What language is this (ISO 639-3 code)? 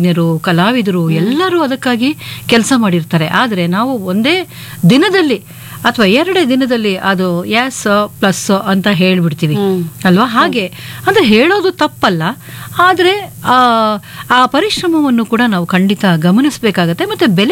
kan